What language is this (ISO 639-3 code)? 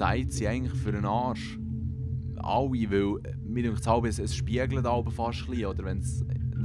gsw